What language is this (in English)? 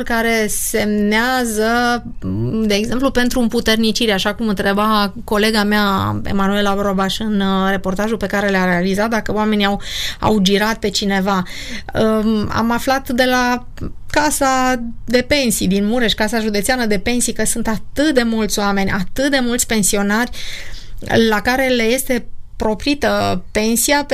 Romanian